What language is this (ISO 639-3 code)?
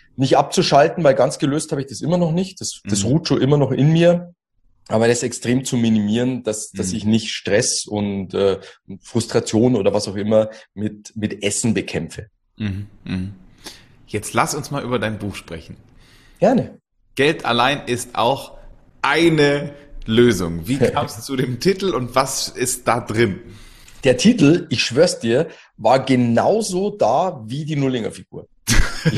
deu